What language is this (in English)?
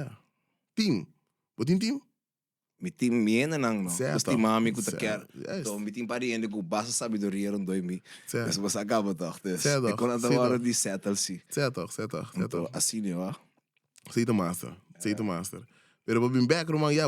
Papiamento